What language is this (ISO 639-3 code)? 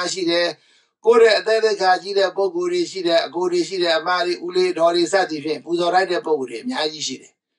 mya